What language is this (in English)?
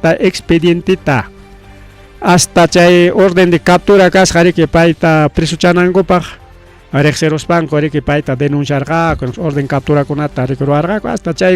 Ayacucho Quechua